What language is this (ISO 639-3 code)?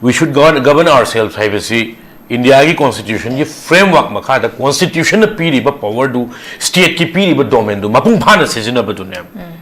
mni